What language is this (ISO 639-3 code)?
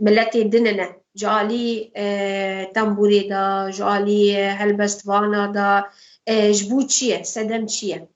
kur